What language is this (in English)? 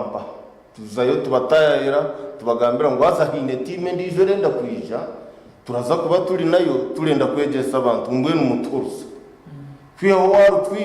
Nyankole